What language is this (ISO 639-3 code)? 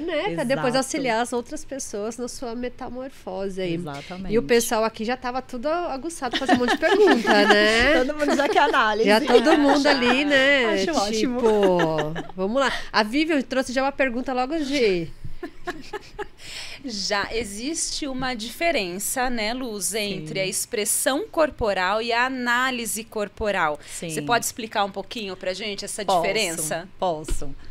por